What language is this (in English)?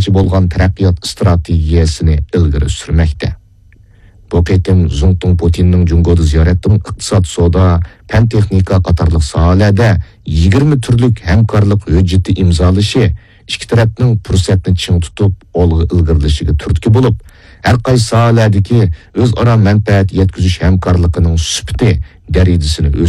Uyghur